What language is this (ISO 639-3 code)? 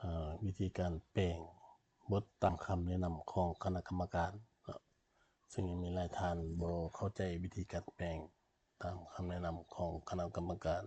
lao